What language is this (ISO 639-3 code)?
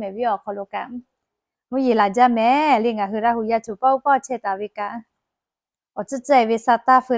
lhu